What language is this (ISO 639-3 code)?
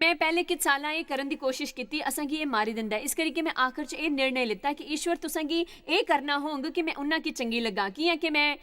doi